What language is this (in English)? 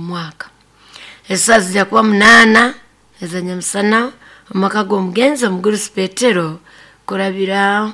Nyoro